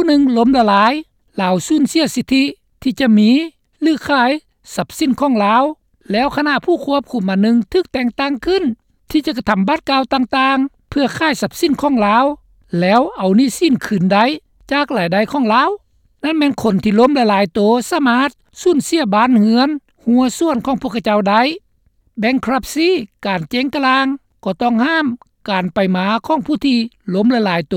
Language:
Lao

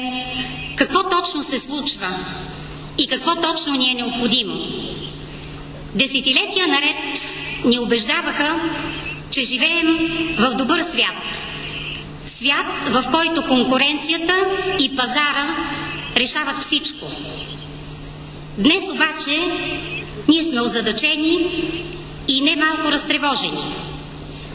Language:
Bulgarian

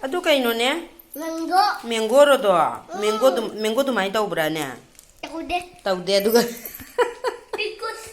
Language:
Manipuri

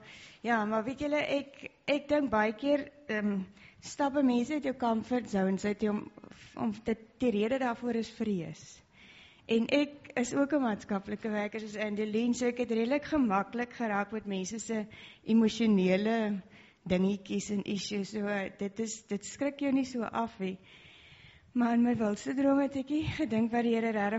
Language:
Afrikaans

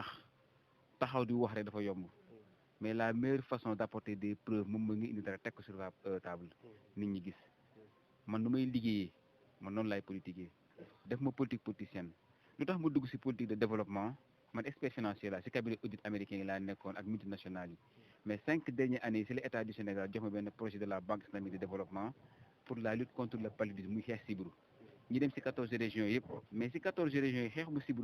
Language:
Wolof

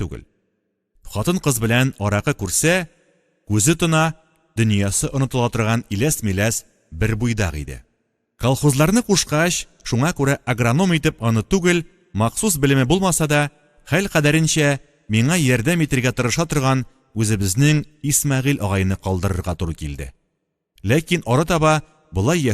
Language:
Tatar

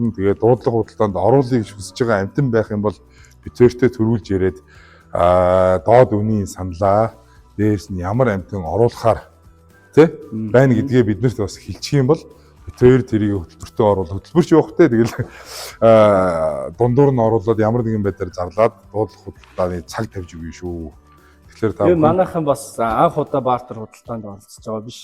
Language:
Mongolian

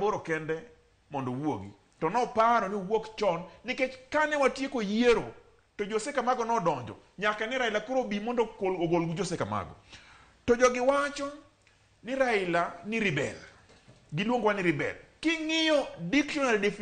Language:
Luo (Kenya and Tanzania)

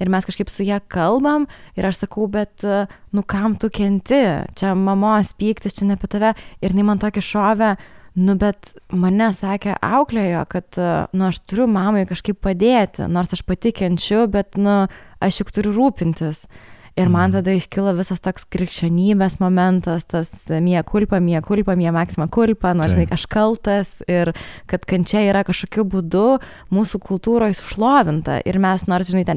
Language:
Lithuanian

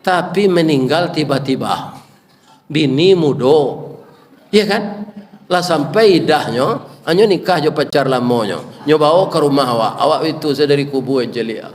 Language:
Minangkabau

